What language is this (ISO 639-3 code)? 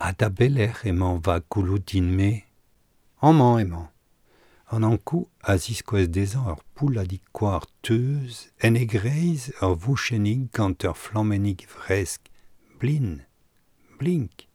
bre